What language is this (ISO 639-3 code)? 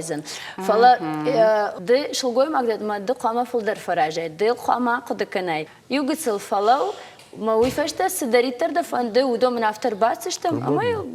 oss